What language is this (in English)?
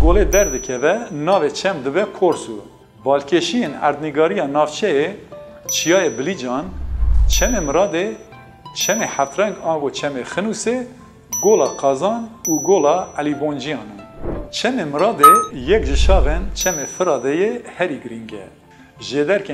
Kurdish